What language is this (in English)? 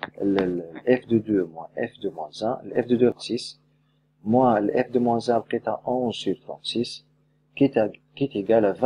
Tunisian Arabic